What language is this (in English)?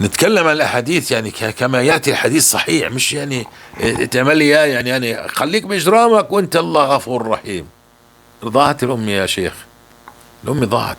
North Levantine Arabic